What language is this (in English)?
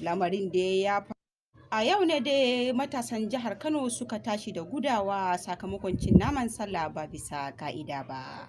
Hausa